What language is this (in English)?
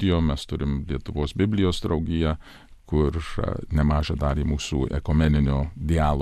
Lithuanian